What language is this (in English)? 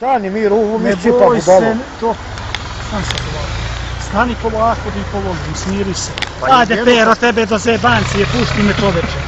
Bosnian